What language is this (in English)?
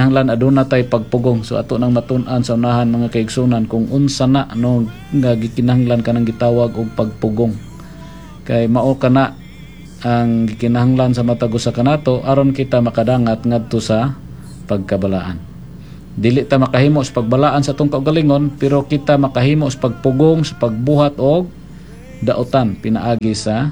Cebuano